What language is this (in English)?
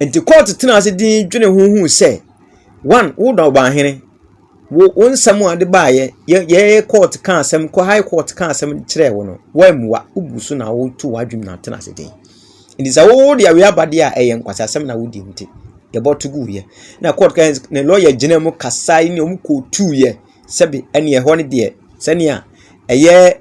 Akan